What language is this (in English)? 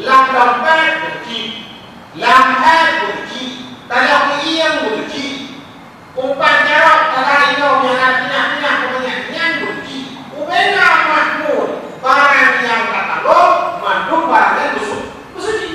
Achinese